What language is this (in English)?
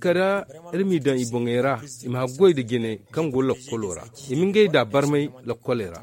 Zarma